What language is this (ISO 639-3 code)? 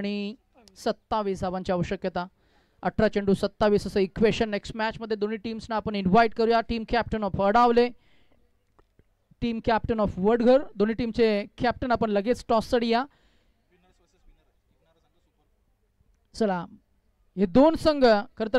mar